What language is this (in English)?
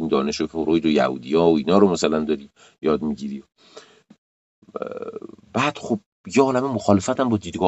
Persian